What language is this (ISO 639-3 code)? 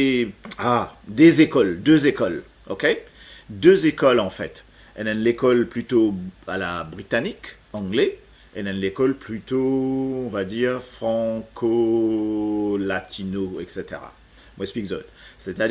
mfe